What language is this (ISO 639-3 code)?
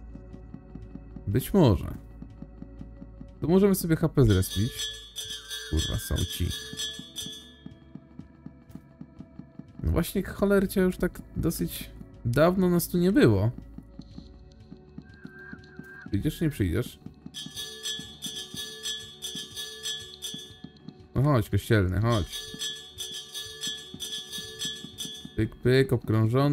pol